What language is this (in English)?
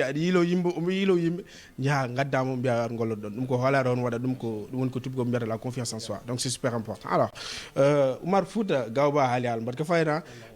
Fula